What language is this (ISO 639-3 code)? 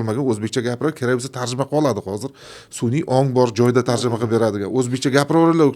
uzb